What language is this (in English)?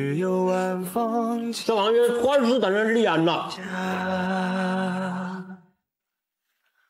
Chinese